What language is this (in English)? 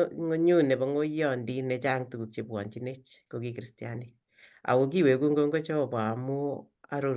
Kalenjin